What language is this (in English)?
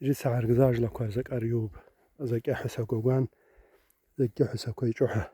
Abaza